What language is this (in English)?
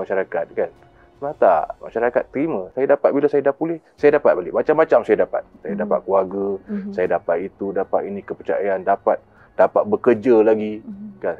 Malay